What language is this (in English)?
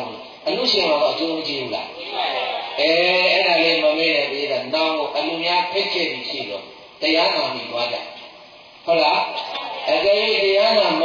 Burmese